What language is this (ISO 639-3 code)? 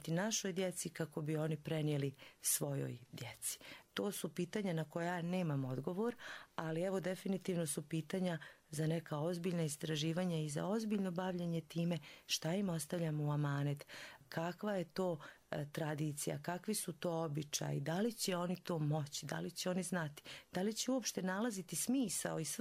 hrv